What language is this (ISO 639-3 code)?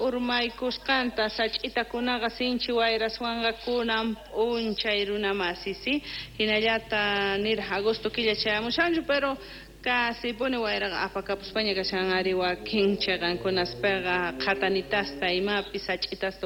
que